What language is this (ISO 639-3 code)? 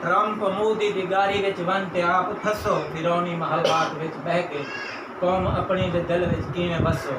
skr